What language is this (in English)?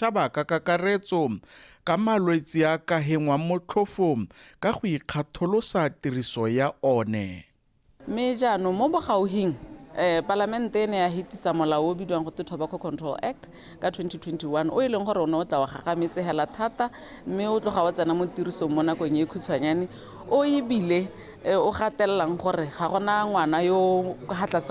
Tswana